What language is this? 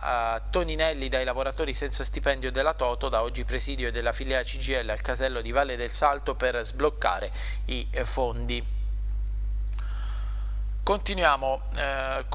Italian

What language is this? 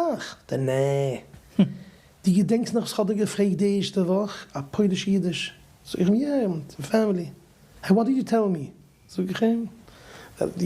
Yiddish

